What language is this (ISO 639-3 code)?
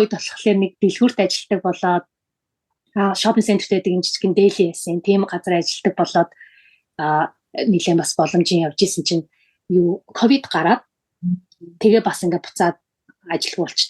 mon